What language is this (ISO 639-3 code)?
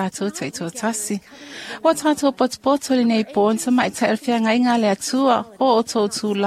smo